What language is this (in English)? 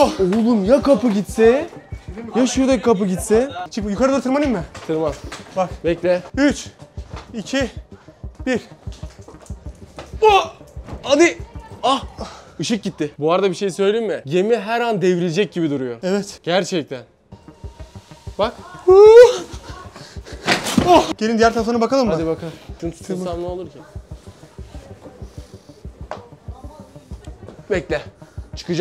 Turkish